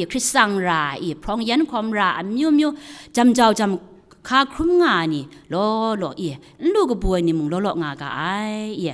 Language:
Kachin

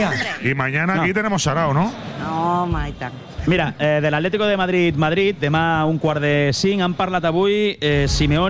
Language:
Catalan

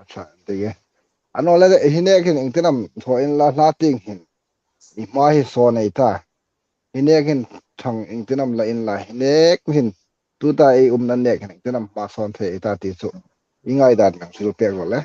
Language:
Hmar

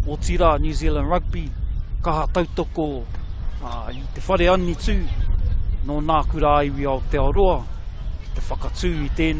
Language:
Māori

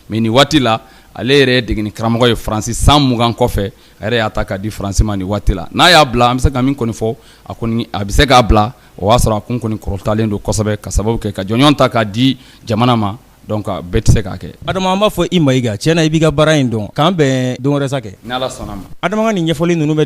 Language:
Bambara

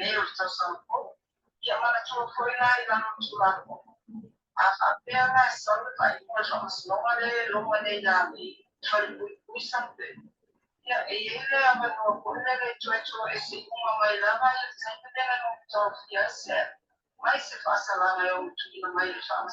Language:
Samoan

